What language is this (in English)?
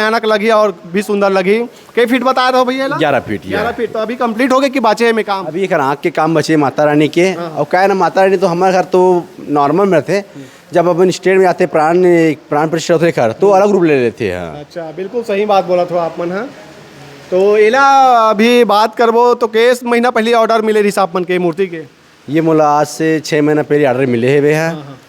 Chhattisgarhi